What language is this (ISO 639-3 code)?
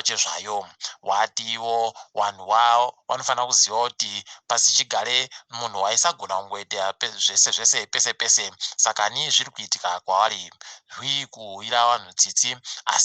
ndc